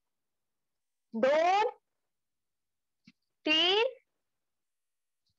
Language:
Marathi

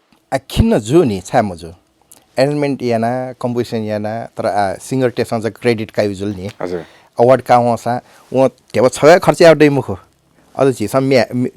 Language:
Newari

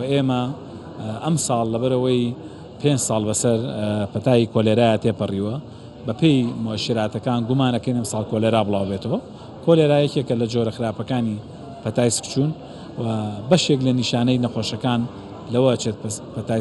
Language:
Central Kurdish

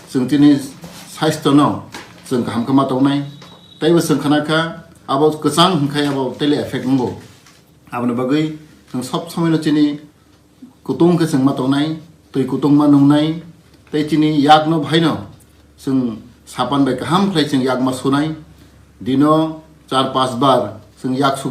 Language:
Kok Borok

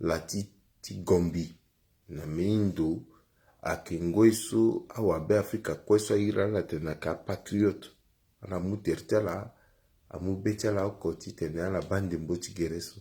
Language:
Sango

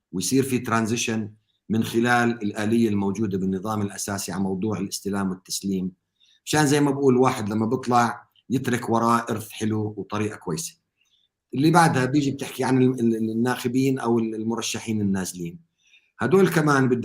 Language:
North Levantine Arabic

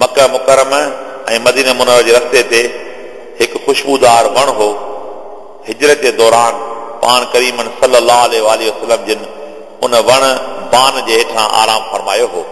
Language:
Sindhi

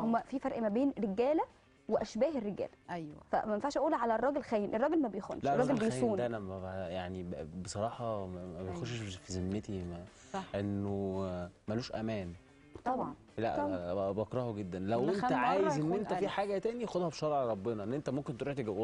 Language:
Egyptian Arabic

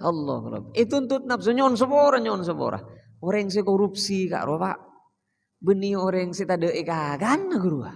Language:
Madurese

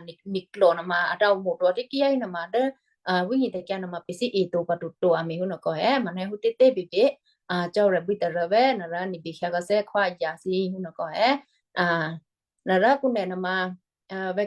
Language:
Western Kayah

